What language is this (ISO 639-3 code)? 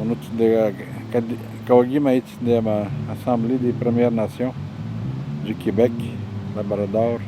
atj